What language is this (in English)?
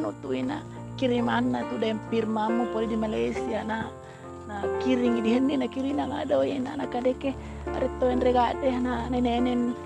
Buginese